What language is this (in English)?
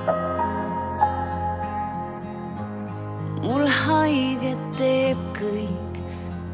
Estonian